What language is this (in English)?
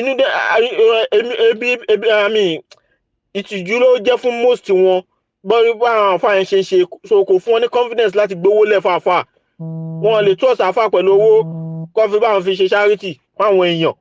Yoruba